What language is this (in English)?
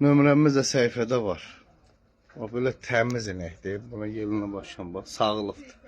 Azerbaijani